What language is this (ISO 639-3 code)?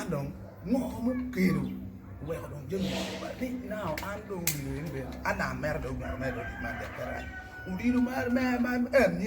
ach